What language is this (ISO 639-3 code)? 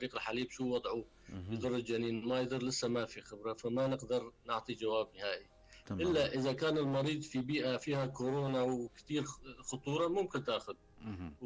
apc